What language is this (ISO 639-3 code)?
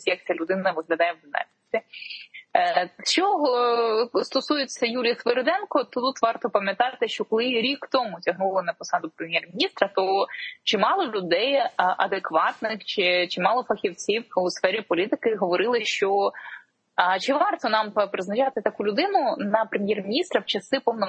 ukr